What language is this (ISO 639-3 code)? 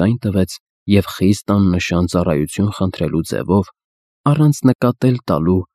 hye